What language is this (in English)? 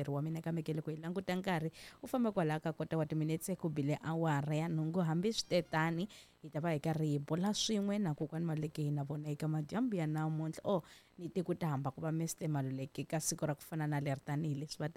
Tsonga